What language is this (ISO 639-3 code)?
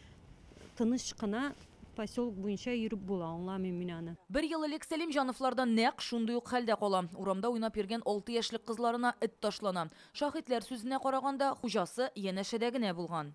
tat